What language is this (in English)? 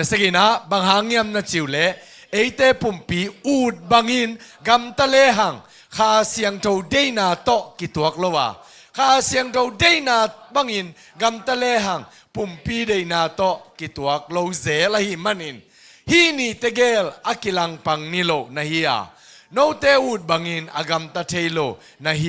Tedim Chin